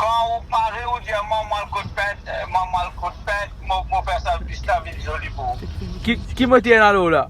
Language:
Morisyen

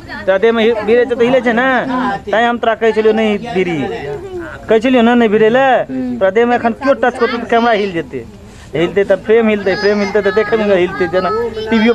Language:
Maithili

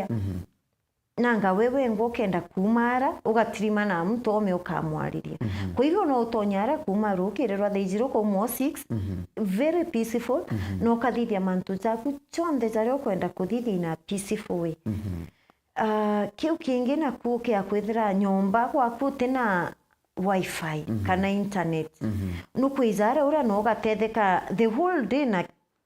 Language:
Meru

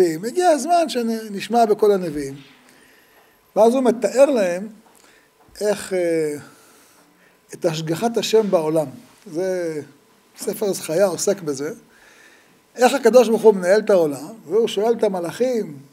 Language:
Hebrew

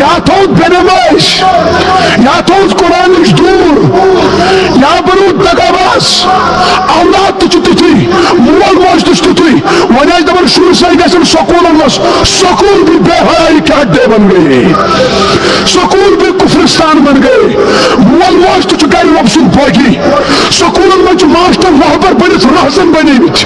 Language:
Kashmiri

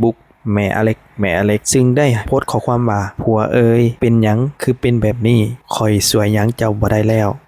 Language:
Lao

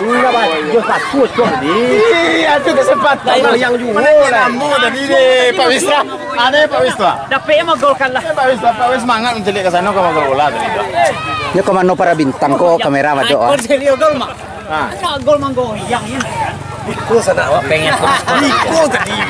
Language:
Minangkabau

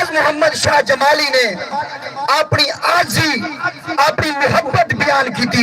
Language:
Saraiki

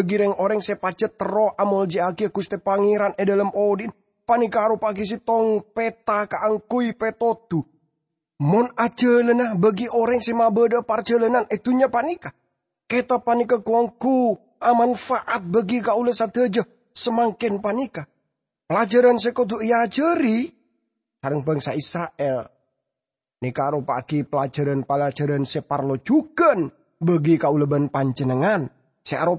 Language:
Madurese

